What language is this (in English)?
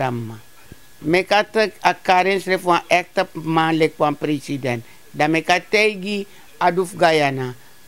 Sranan Tongo